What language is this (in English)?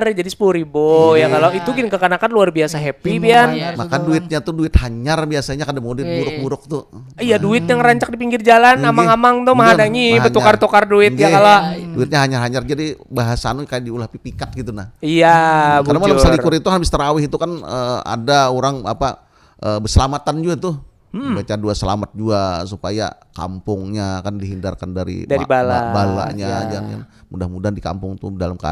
Banjar